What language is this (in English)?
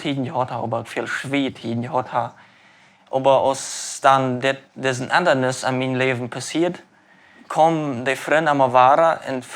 Plautdietsch